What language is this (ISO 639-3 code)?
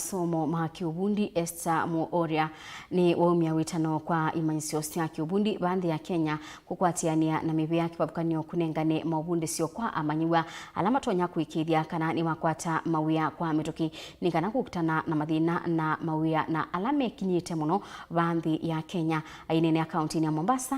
kam